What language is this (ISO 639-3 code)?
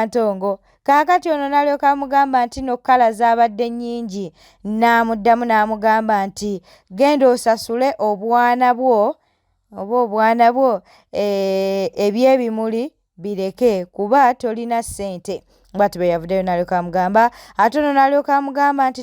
lug